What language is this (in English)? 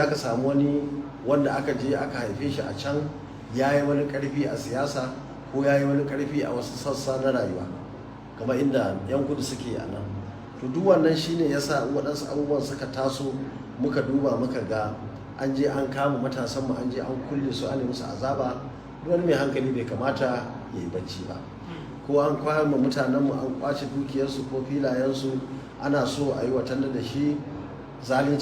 Hausa